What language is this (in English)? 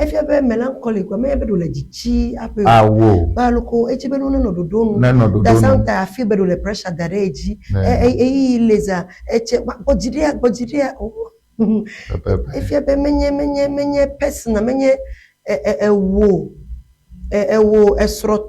Ewe